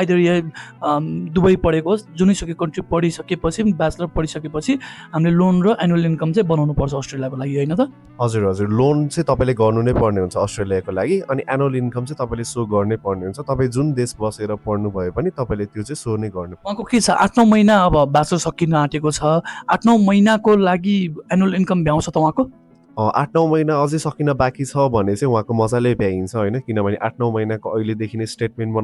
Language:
Nepali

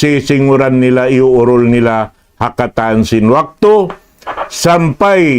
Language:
Tausug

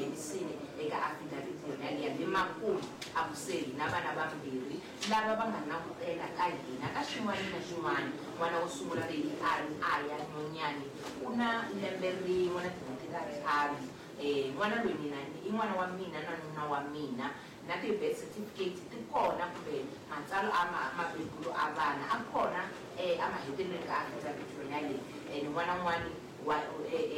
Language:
Tsonga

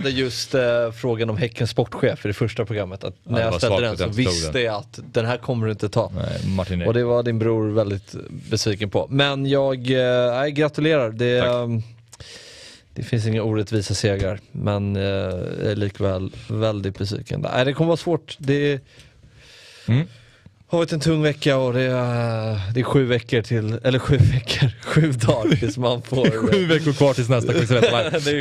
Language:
Swedish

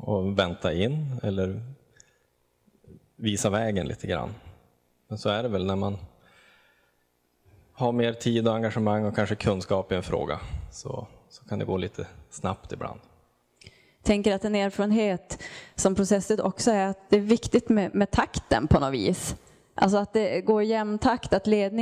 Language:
Swedish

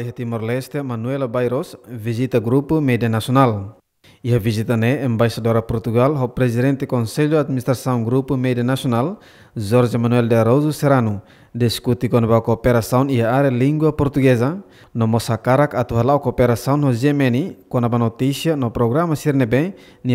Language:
Tetum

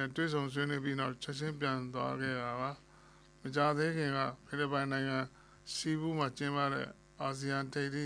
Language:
Burmese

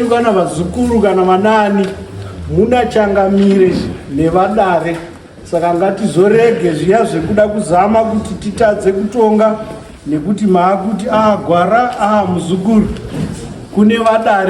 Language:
Shona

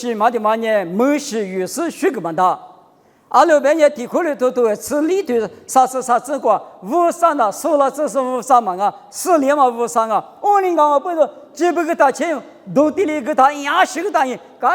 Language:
Lisu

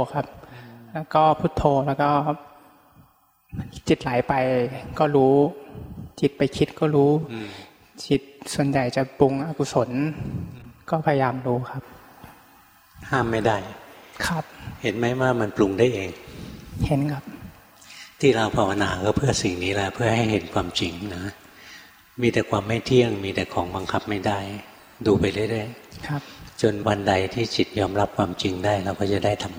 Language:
Thai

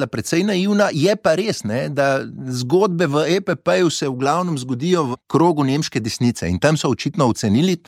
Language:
Slovenian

